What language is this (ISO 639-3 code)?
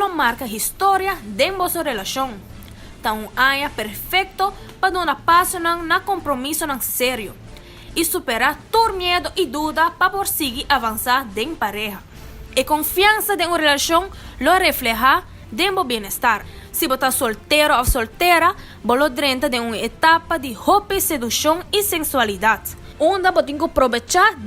pap